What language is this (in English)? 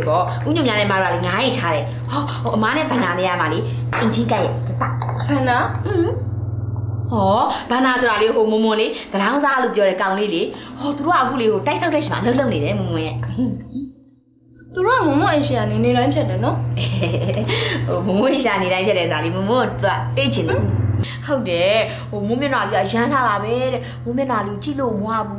Burmese